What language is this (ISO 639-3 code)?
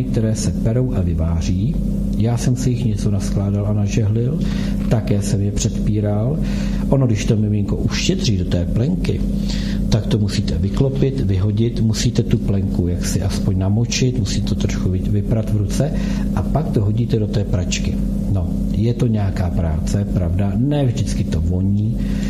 ces